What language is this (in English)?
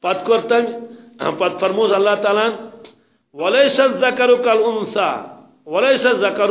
Kashmiri